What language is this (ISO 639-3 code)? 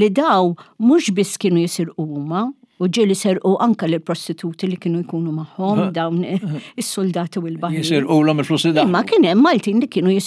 mlt